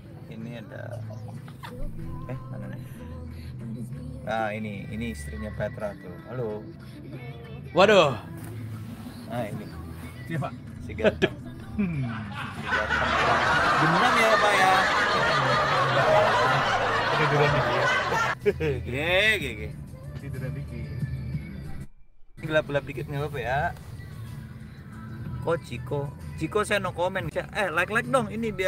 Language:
Indonesian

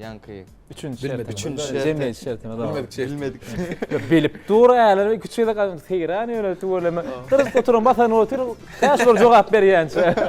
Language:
Turkmen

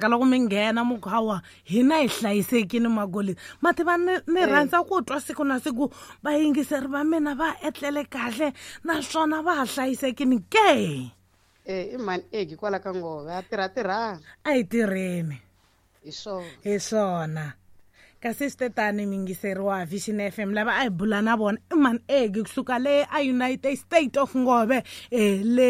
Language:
Tsonga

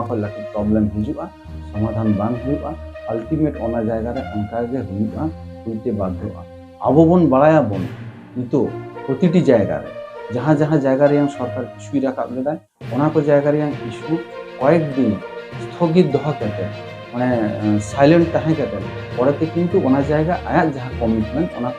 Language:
Santali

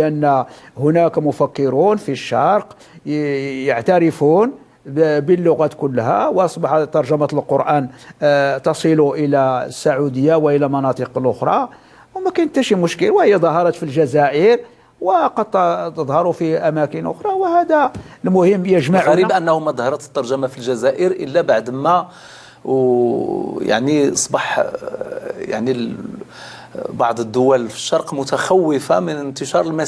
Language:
Moroccan Arabic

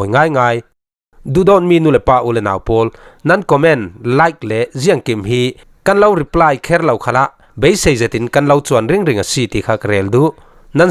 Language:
Falam Chin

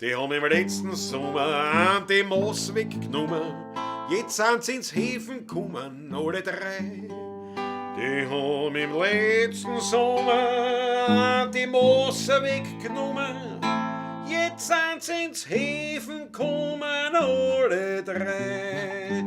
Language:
Bavarian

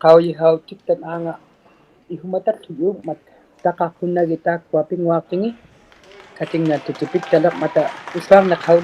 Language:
Inuktitut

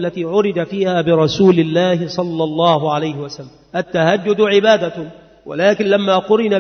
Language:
Arabic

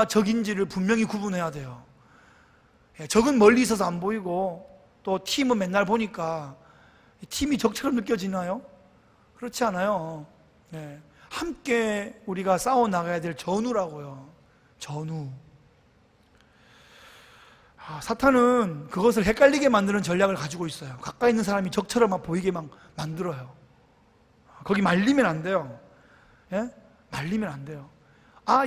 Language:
Korean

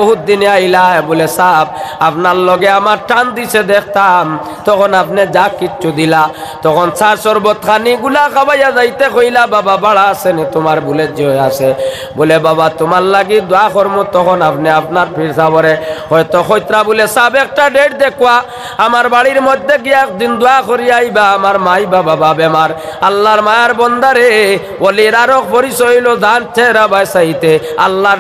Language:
Sylheti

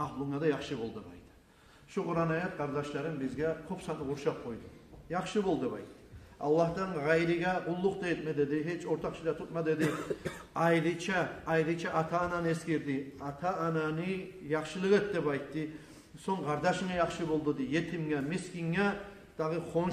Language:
Kumyk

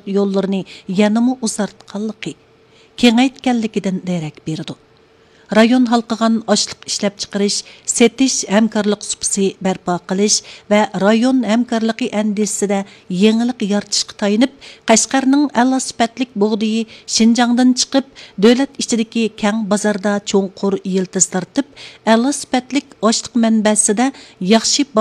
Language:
Uyghur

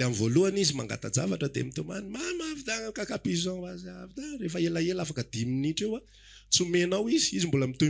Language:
Malagasy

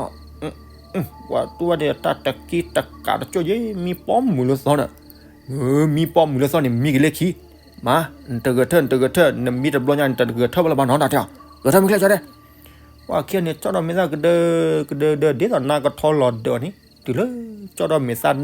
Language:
S'gaw Karen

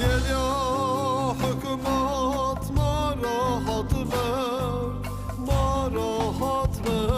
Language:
Zaza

